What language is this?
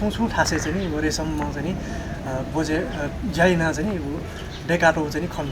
Newari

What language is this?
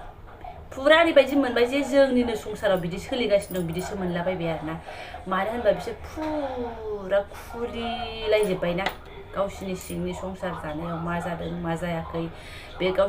Bodo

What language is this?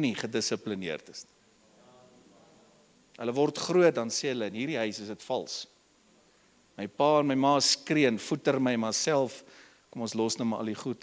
Afrikaans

